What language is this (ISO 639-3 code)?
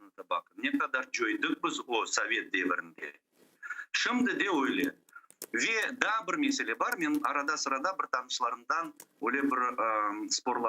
crh